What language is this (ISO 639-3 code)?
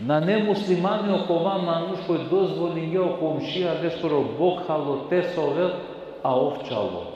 rmn